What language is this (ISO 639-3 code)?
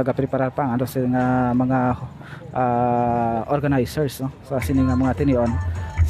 hil